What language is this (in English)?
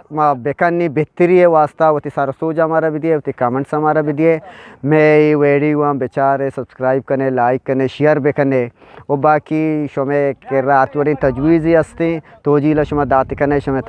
Eastern Balochi